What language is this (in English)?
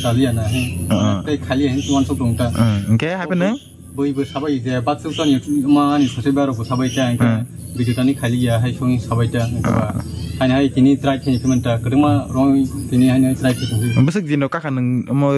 Kok Borok